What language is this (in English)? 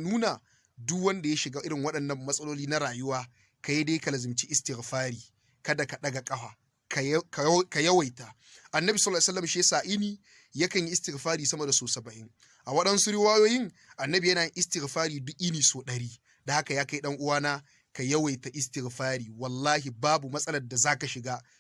Hausa